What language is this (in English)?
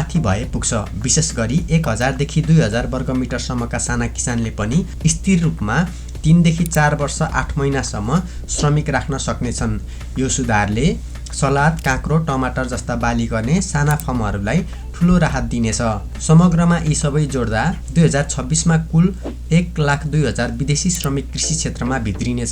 Nepali